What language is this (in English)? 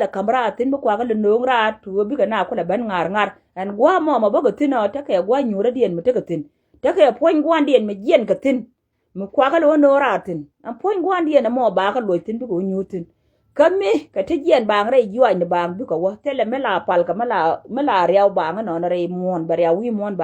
Nuer